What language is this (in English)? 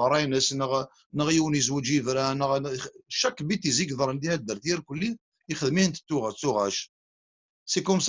Kabyle